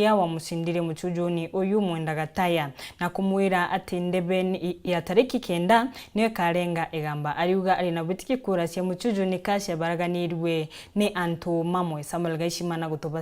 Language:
Meru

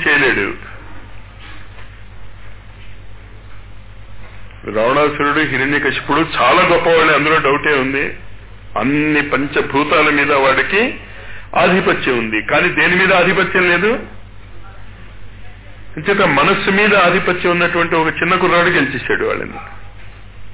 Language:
Telugu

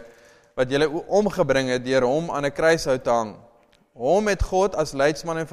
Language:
Afrikaans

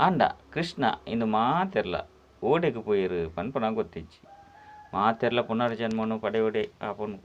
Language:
Tulu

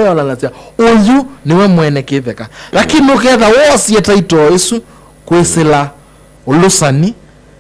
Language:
Kamba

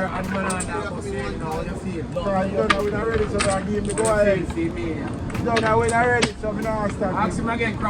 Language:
Jamaican Creole English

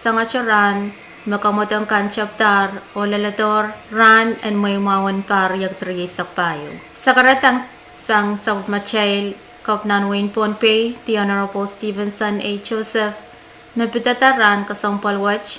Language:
Pohnpeian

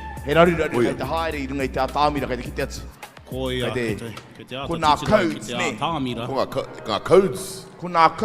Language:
Māori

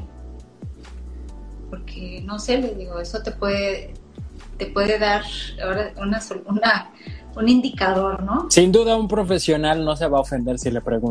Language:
Spanish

